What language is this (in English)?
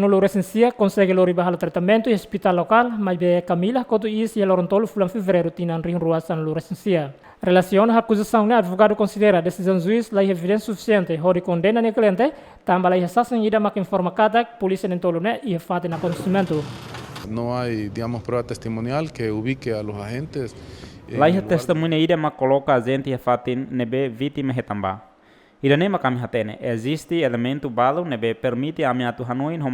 Tetum